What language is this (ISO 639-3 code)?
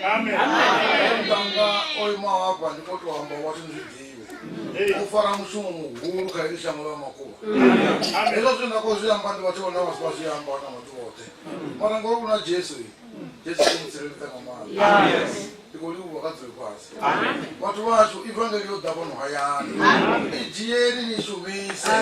ven